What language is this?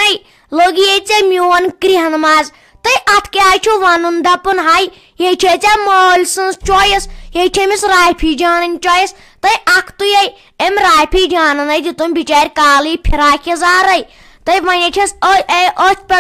Kashmiri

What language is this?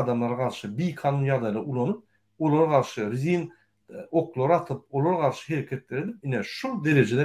Turkmen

